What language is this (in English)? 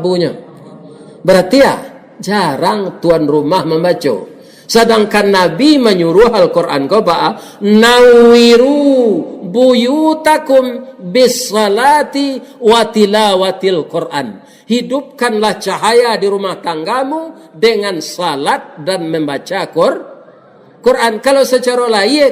Minangkabau